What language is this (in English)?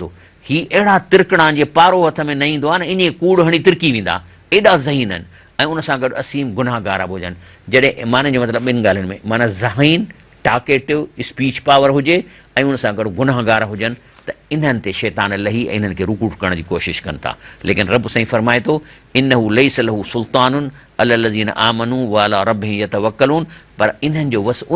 Sindhi